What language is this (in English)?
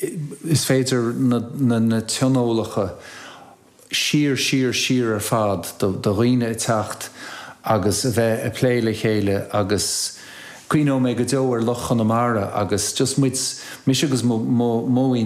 Irish